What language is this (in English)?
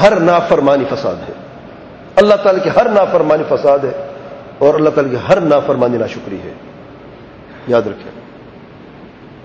Urdu